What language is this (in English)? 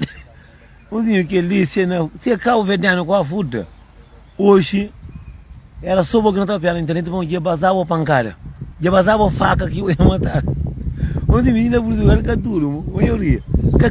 Kabuverdianu